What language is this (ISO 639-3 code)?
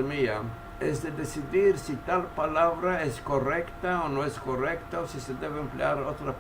lad